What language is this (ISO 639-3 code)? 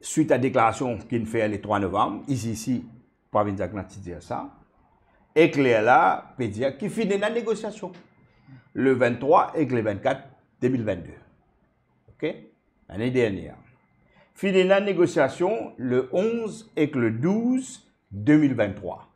mfe